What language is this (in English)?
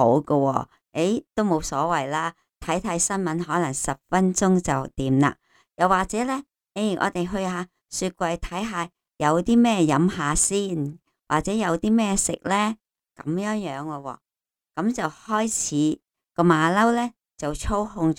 Cantonese